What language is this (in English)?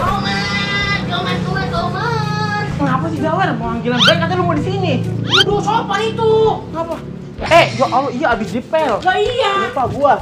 Betawi